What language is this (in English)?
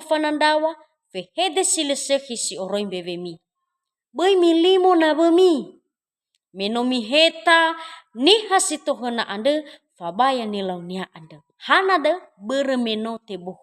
Nias